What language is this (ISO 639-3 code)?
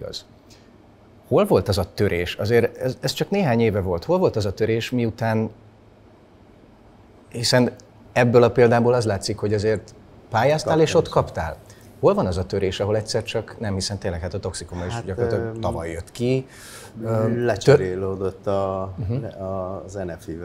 hun